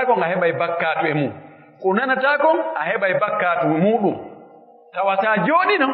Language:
Pular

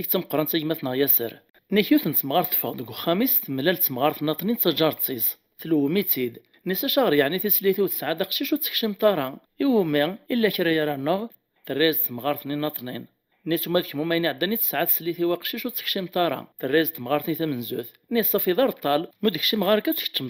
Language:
Kabyle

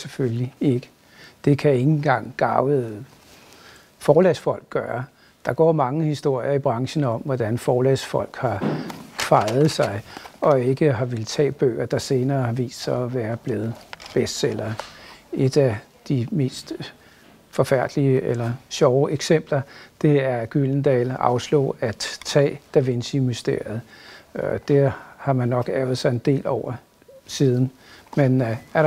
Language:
Danish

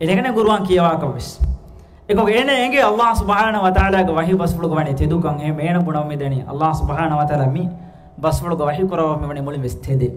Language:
Divehi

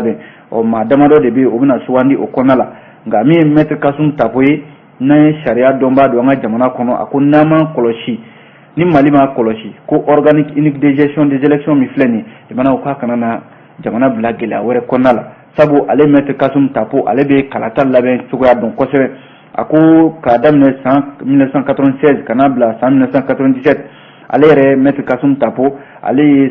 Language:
Bambara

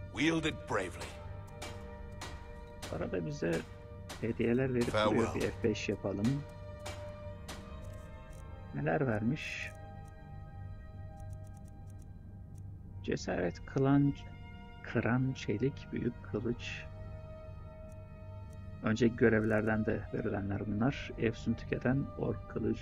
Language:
Turkish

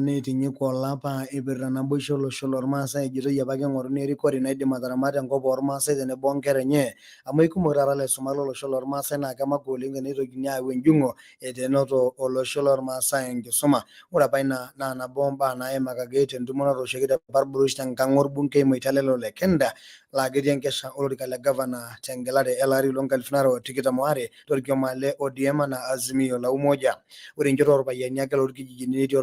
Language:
Masai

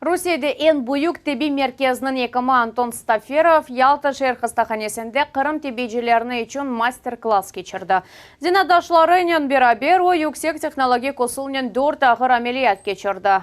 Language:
Crimean Tatar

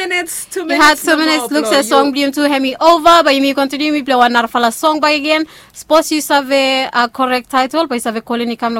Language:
Bislama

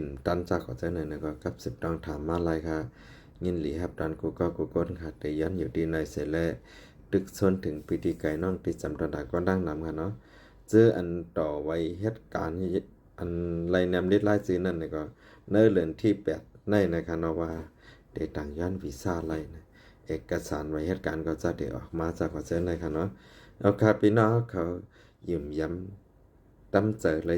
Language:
Shan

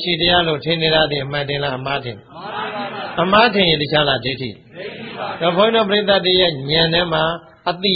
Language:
Burmese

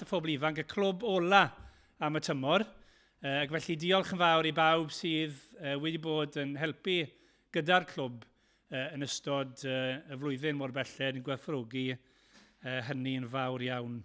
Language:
Welsh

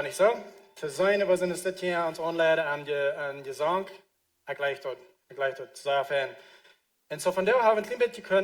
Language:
Plautdietsch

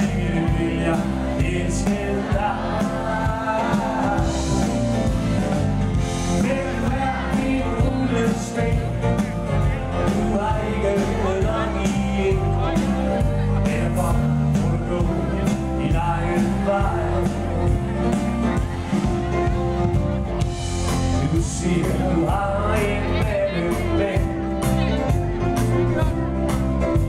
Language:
Danish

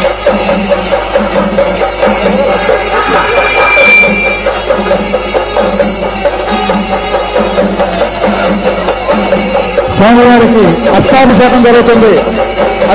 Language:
Telugu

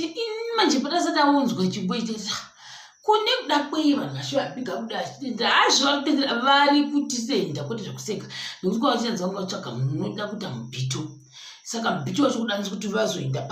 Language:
Shona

